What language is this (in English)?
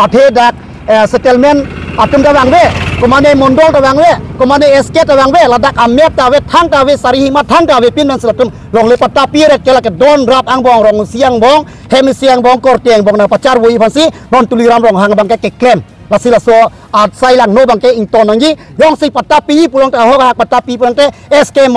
Karbi